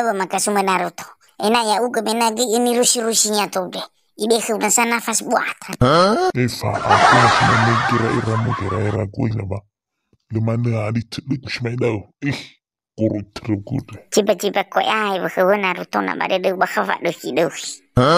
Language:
Nias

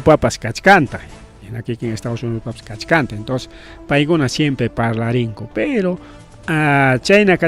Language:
Ayacucho Quechua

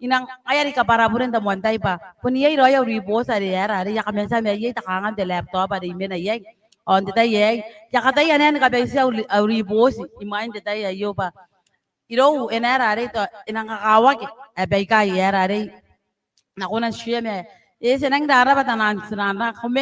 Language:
Gilbertese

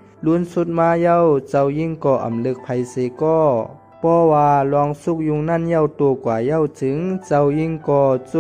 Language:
Shan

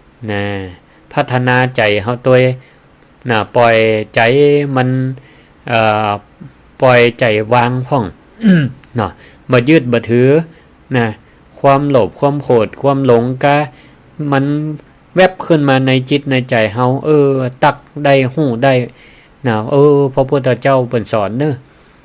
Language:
Northern Thai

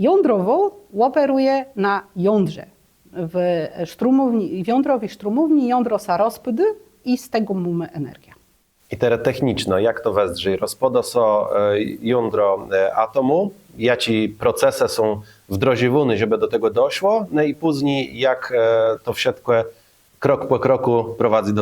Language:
Kashubian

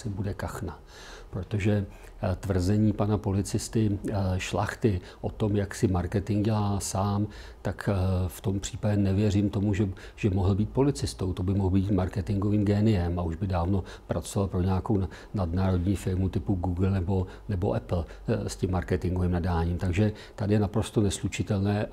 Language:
Czech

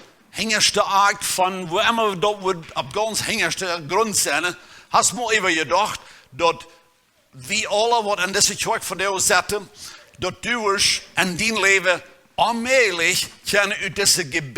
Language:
Plautdietsch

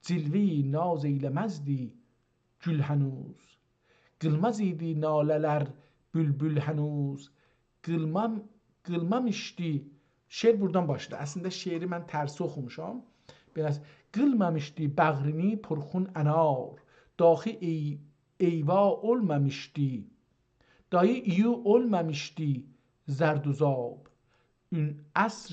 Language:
South Azerbaijani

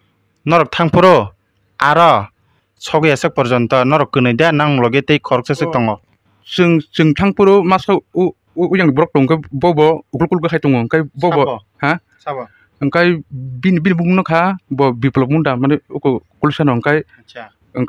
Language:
Kok Borok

